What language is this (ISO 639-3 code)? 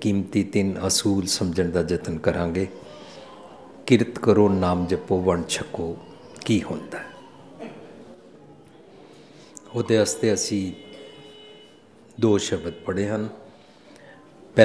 pan